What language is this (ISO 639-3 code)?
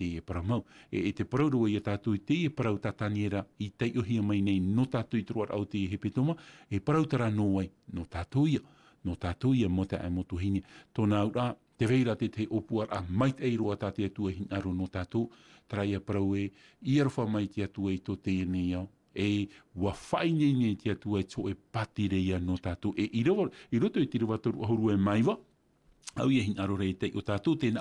tah